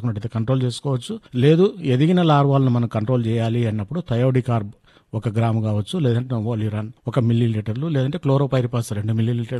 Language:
Telugu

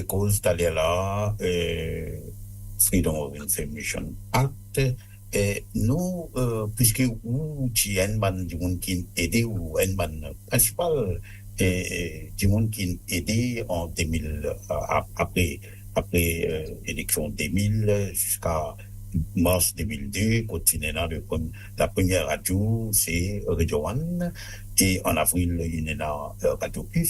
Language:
Morisyen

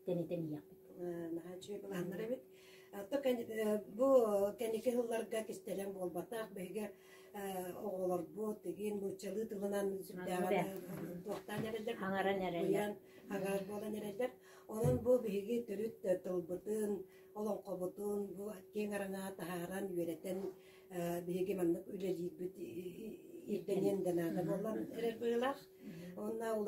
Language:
Yakut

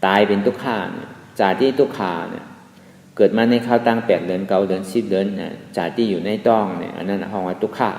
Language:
Shan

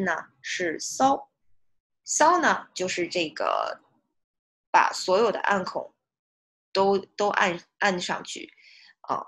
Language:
Chinese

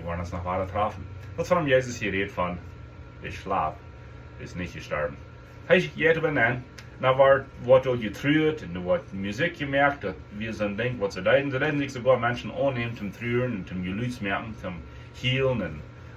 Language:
Plautdietsch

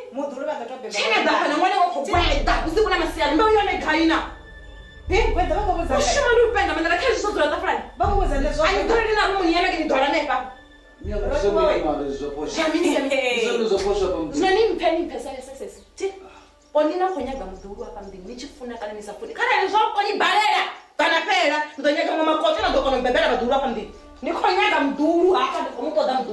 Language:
Venda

